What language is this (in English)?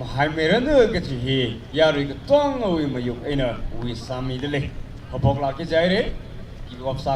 Tangkhul Naga (India)